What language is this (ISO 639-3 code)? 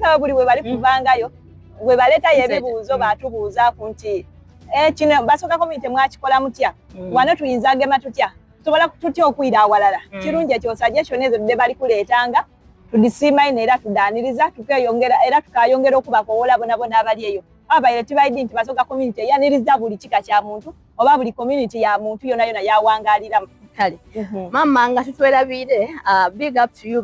xog